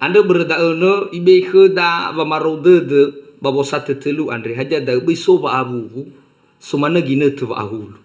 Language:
Nias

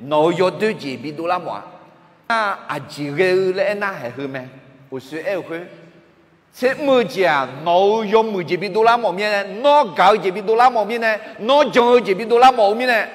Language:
Akha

